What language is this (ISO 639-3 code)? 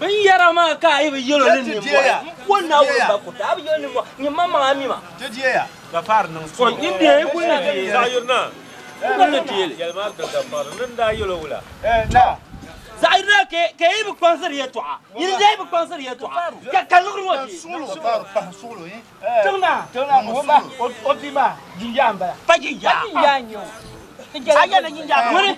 dag